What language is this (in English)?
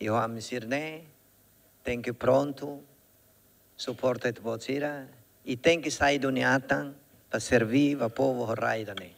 Tetum